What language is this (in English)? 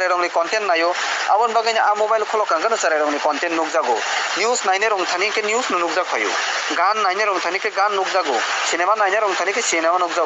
Kok Borok